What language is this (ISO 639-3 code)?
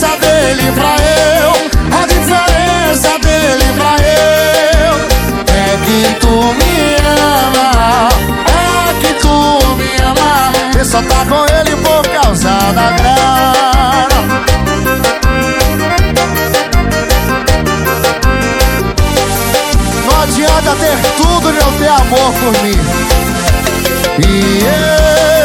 por